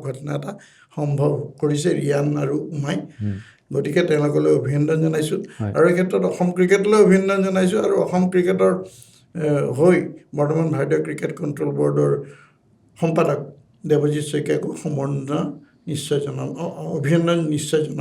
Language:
Assamese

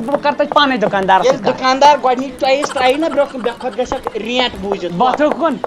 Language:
Kashmiri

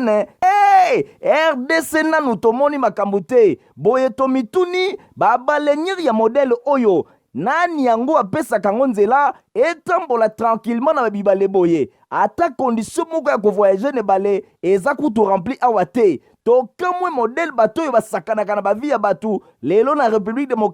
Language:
Lingala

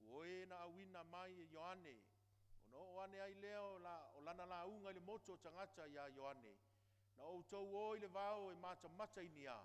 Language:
Samoan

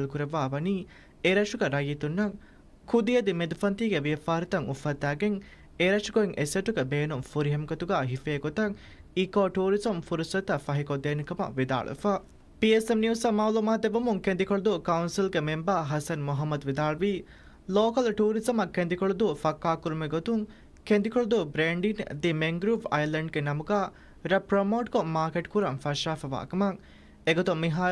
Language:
Divehi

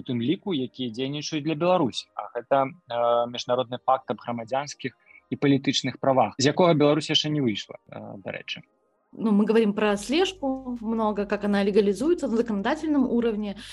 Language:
Belarusian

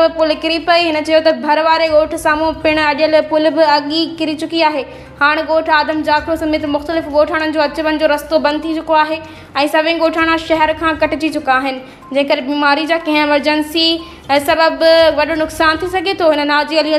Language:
Sindhi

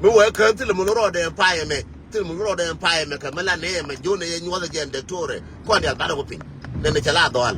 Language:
Nuer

